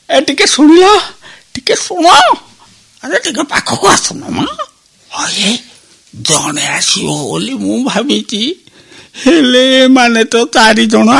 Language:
Odia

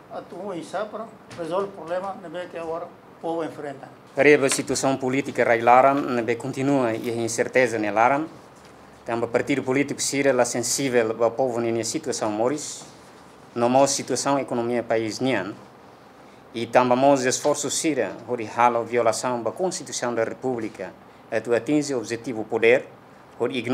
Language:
Tetum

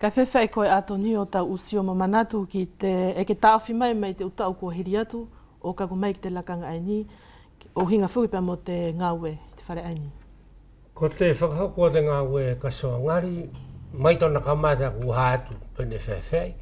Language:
Wallisian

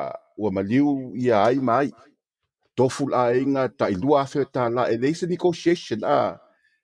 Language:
Samoan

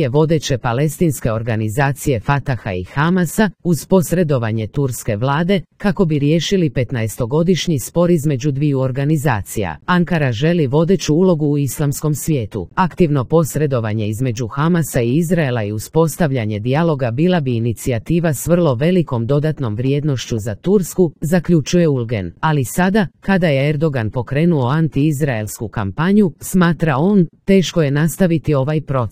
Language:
Croatian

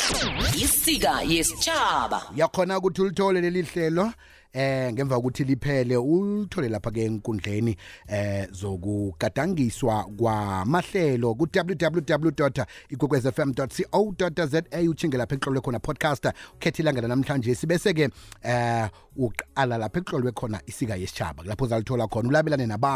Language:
South Ndebele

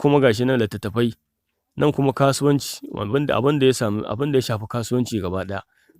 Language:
Hausa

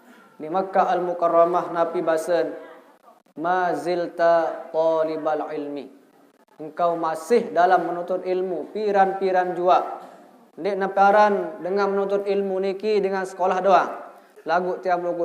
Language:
Sasak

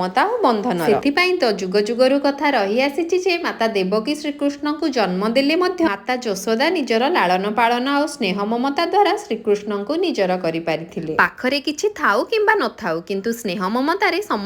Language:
Odia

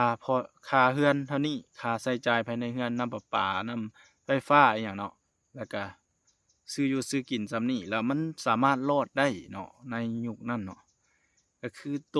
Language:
Lao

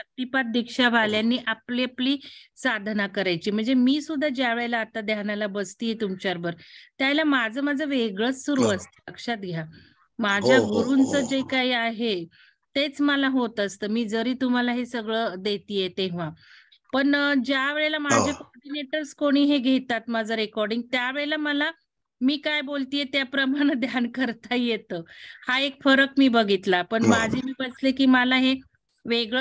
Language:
Marathi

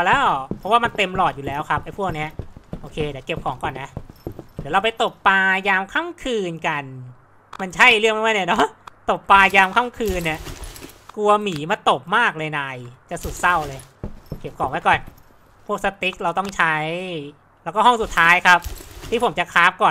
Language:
Thai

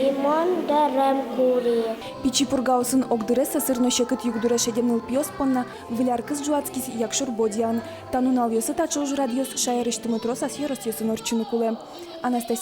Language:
Udmurt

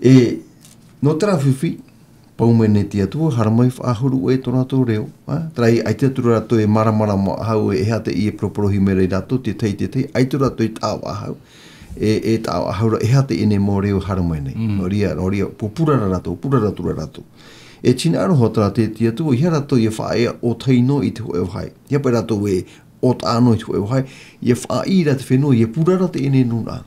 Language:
Tahitian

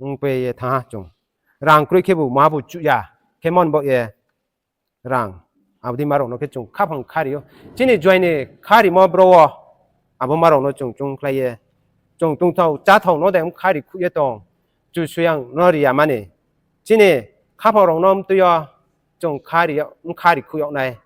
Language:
Riang (India)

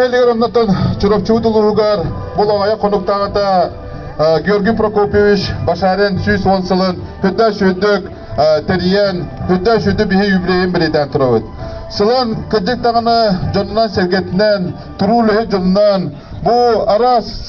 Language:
Yakut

